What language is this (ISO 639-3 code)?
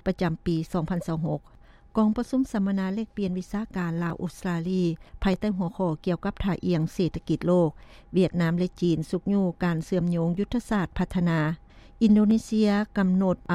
lao